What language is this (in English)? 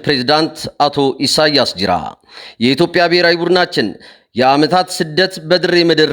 Amharic